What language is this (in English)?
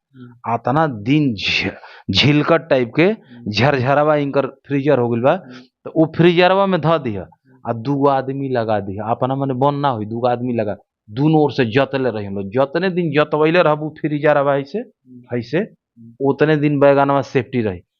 Bhojpuri